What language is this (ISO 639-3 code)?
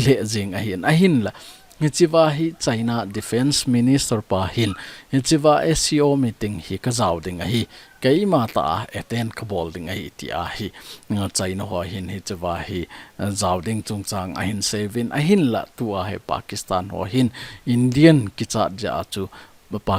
tcz